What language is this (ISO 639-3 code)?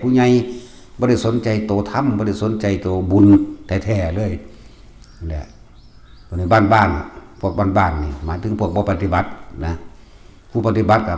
tts